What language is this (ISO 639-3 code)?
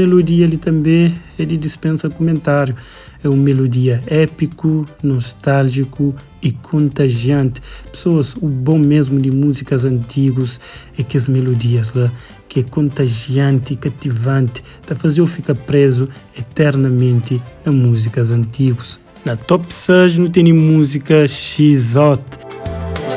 kea